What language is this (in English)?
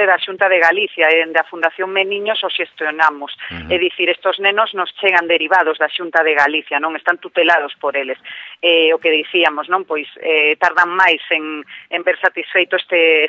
Galician